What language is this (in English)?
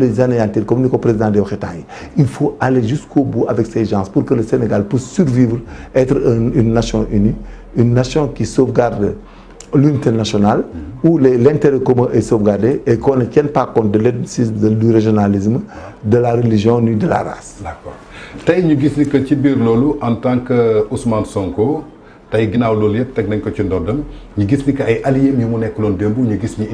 Wolof